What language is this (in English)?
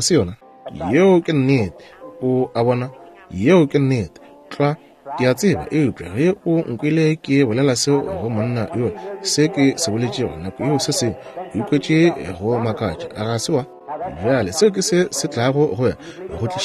Northern Sotho